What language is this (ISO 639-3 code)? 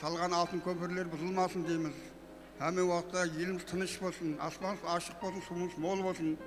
kaa